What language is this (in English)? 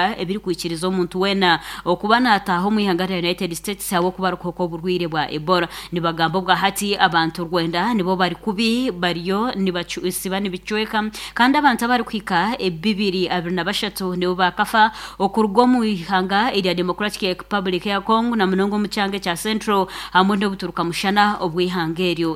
Nyankole